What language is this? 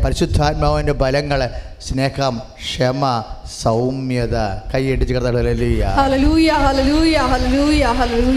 Malayalam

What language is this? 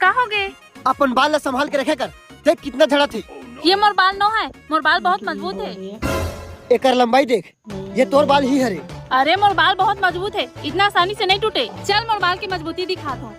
Chhattisgarhi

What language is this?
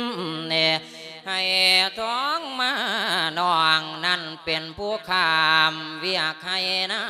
Lao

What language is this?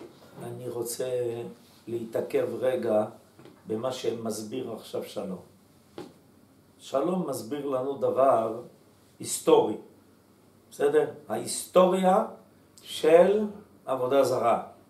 Hebrew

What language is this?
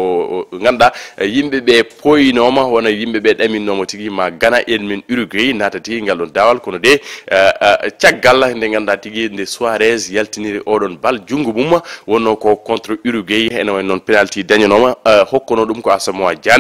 Fula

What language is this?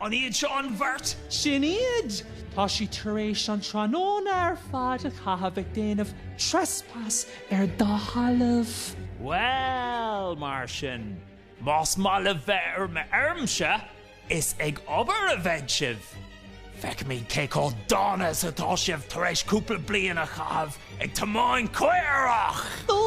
Irish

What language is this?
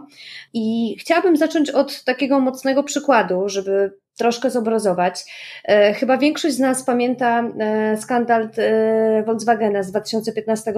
Polish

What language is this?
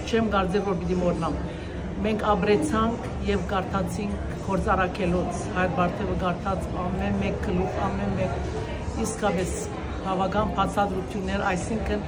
Western Armenian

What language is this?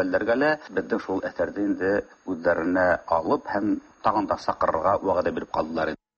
Tatar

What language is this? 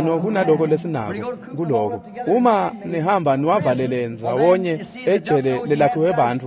Swati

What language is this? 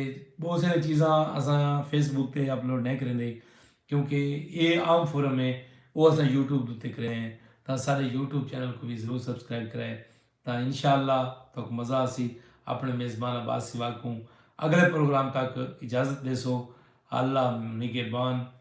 Saraiki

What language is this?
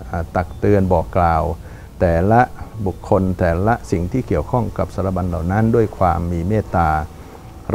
Thai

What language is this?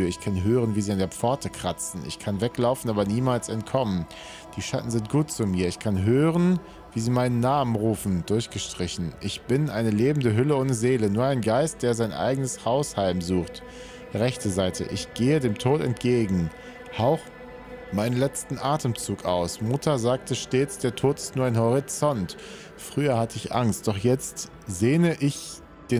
German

